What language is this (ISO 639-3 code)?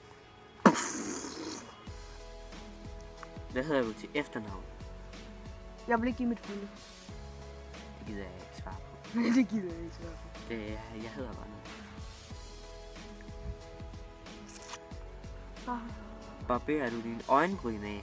dan